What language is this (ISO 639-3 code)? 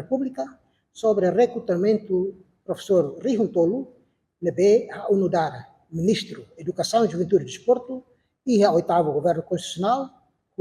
tet